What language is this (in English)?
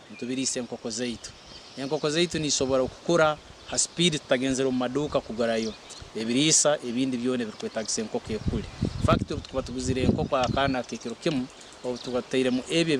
Nyankole